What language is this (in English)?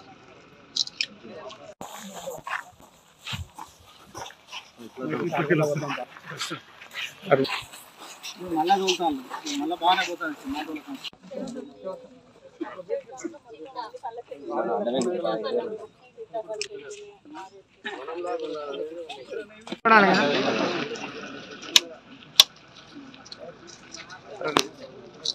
Telugu